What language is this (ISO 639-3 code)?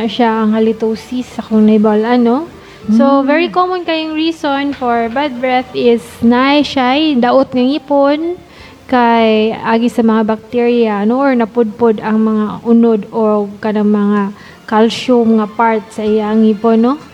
ceb